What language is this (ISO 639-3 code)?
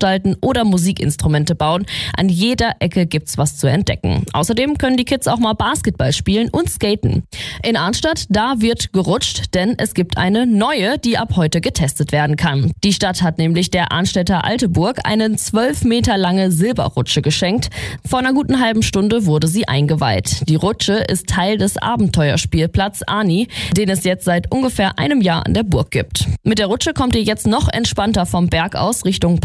deu